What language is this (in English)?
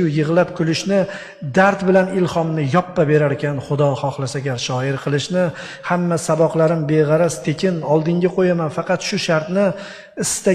Uzbek